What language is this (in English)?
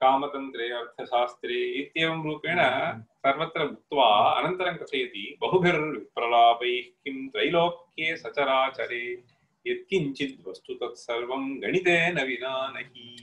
Sanskrit